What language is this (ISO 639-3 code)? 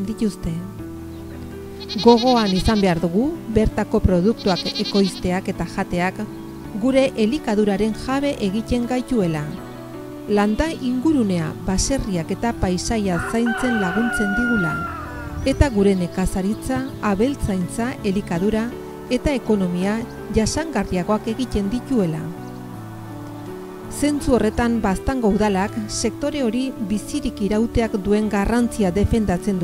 eus